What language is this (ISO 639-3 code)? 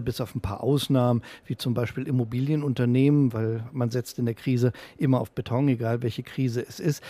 deu